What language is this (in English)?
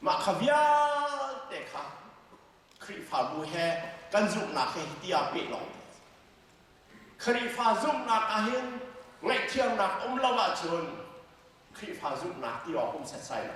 Hakha Chin